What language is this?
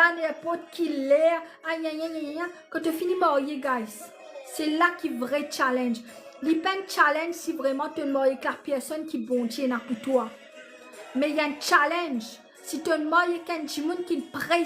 Morisyen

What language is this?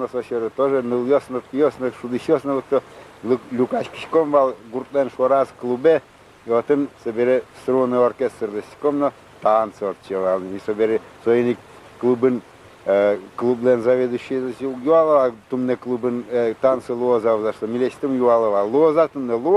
Udmurt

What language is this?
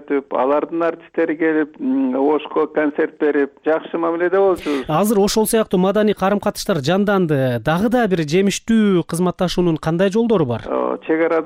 Kyrgyz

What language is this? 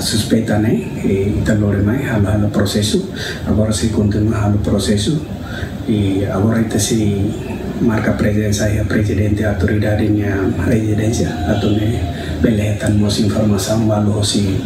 Tetum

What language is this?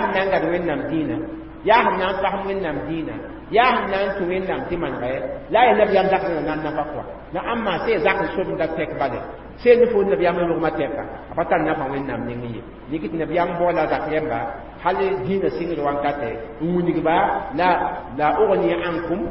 Mossi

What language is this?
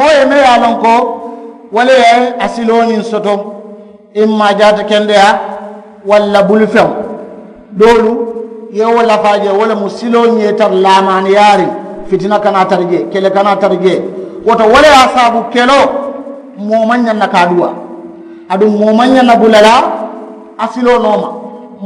Mandingo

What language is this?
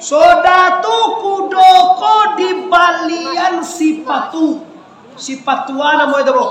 Minangkabau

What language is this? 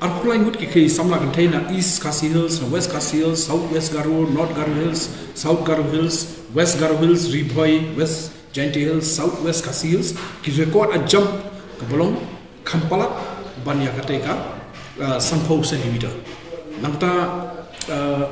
Khasi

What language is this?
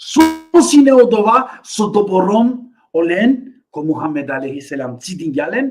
Balkan Romani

